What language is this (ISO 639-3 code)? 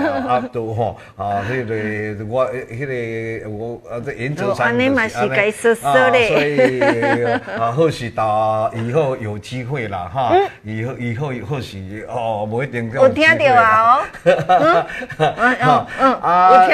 nan